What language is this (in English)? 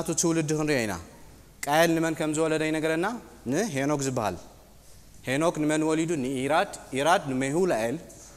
Tigrinya